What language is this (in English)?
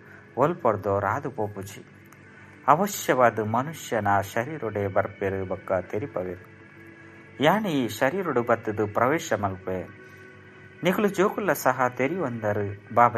Tulu